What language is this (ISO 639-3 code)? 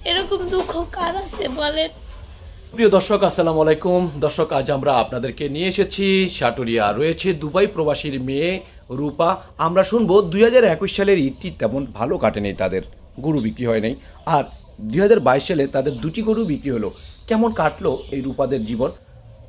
ben